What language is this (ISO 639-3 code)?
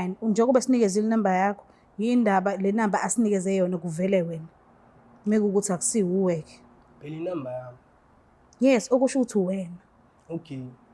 zul